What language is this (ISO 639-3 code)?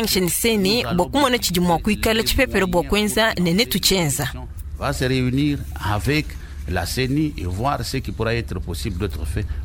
lua